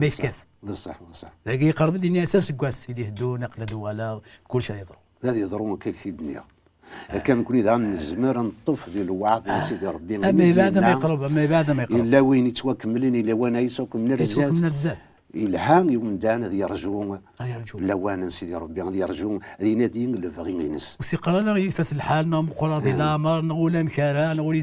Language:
Kabyle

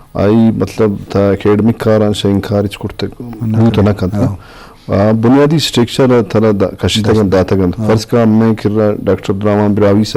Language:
Eastern Balochi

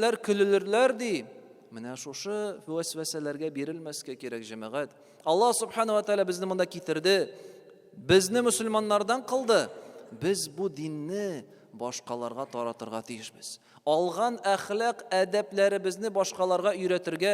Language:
Tatar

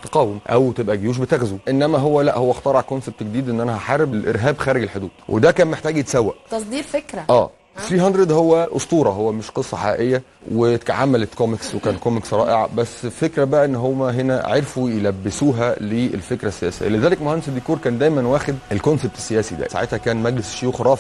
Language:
Egyptian Arabic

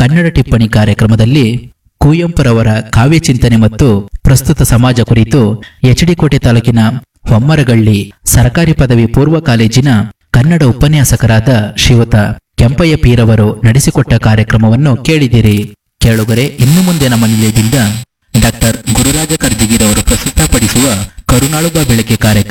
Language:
Kannada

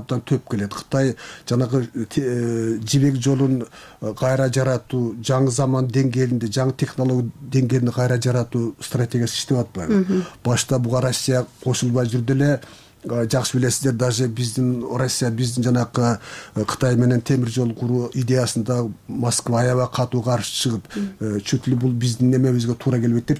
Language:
Kyrgyz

